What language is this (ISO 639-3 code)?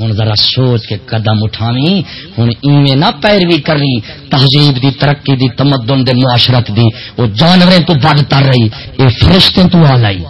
skr